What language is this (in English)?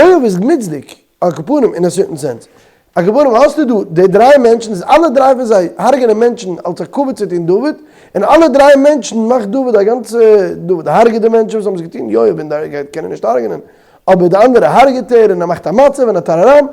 Yiddish